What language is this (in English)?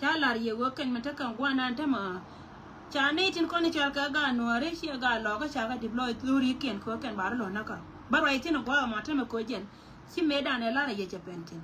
Nuer